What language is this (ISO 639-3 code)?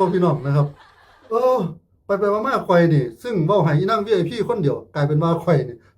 tts